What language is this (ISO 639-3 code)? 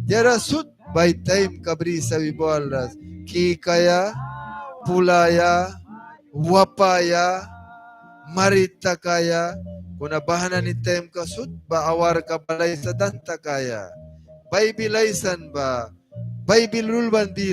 miq